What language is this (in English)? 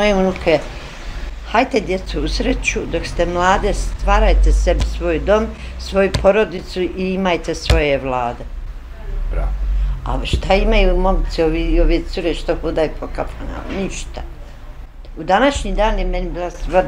Bosnian